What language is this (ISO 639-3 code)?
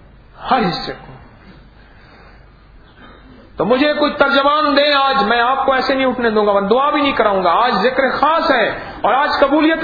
urd